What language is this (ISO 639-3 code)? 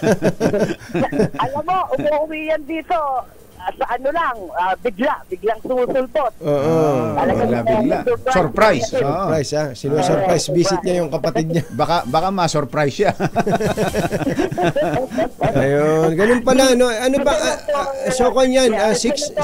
fil